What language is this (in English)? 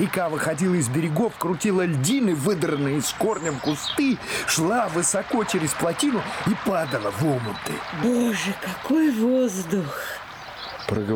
Russian